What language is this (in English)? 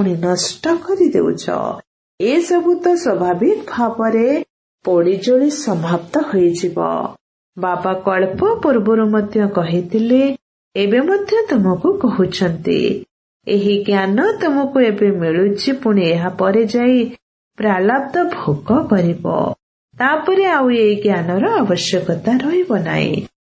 Odia